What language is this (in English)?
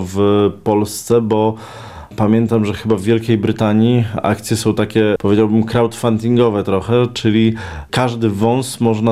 Polish